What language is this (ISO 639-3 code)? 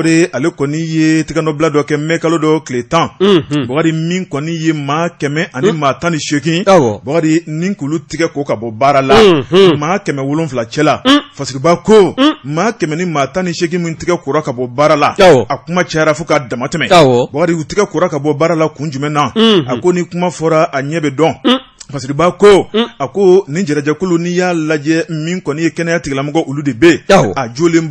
bam